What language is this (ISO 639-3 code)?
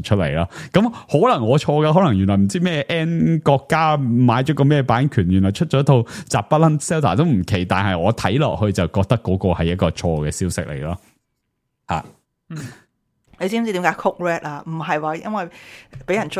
yue